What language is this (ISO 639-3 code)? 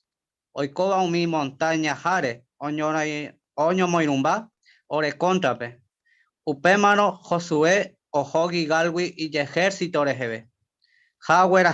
grn